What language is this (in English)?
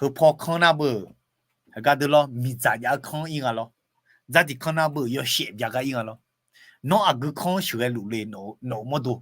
Akha